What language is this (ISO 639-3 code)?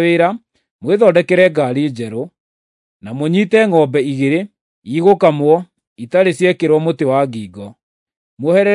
kik